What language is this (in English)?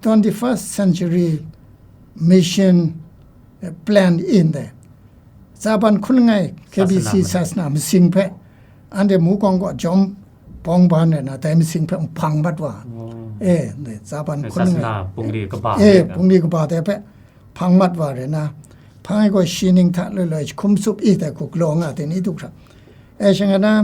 Kachin